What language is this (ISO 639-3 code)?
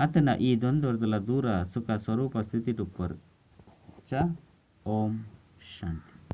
tcy